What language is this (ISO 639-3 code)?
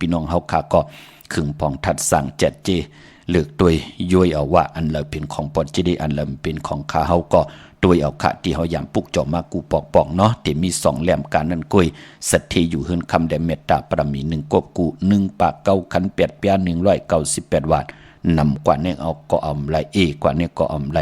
shn